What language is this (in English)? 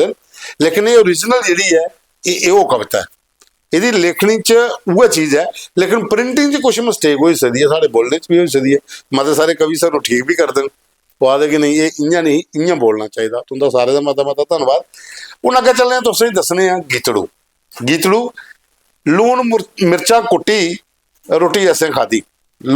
Dogri